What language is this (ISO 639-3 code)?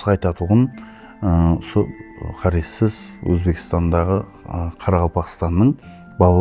kaa